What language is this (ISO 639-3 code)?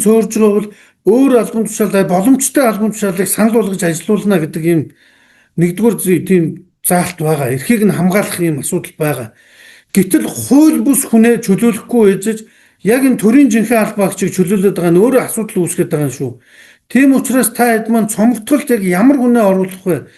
mon